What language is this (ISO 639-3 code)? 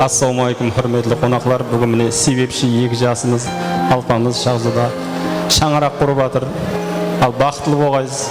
kaa